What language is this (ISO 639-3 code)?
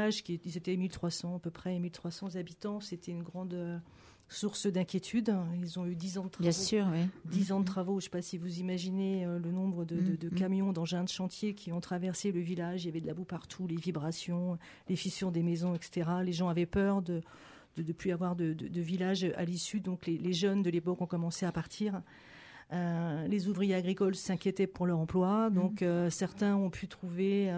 fra